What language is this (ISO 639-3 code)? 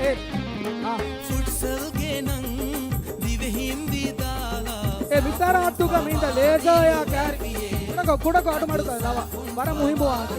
div